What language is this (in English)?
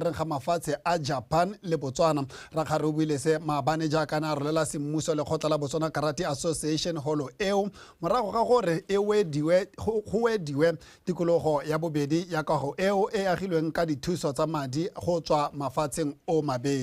Tswana